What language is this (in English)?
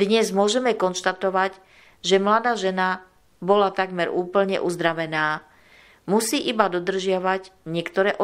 Slovak